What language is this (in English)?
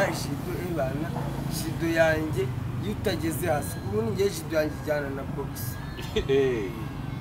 Kinyarwanda